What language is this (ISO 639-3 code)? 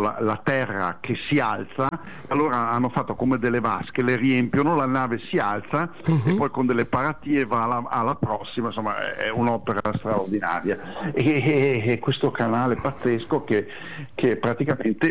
ita